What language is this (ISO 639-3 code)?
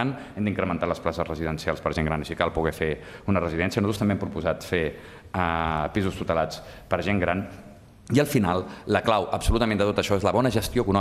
cat